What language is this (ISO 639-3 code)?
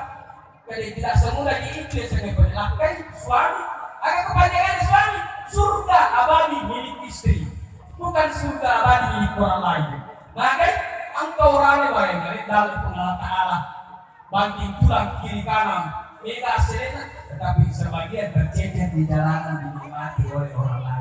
bug